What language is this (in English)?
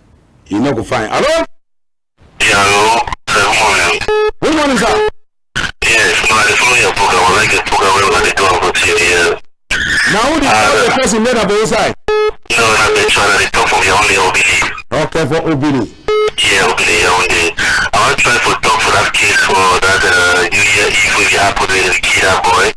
Cameroon Pidgin